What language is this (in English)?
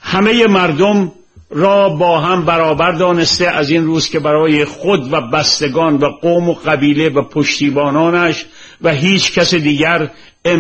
Persian